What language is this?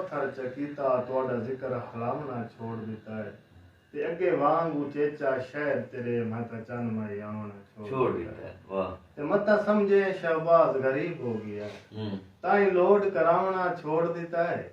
Saraiki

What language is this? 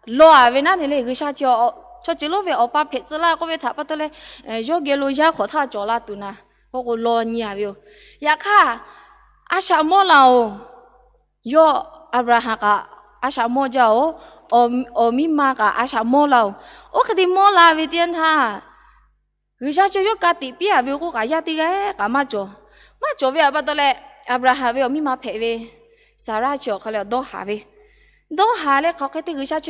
Lahu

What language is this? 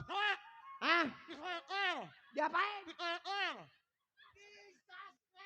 Betawi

